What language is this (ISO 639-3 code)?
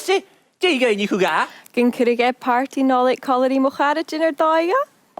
gla